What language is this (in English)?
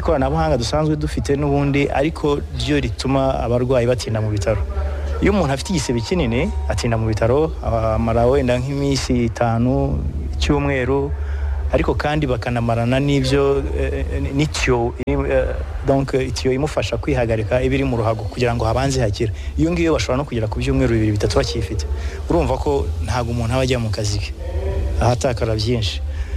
Kinyarwanda